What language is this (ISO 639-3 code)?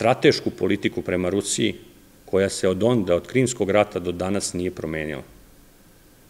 srp